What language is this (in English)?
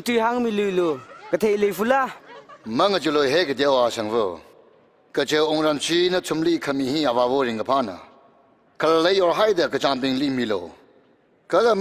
Tangkhul Naga (India)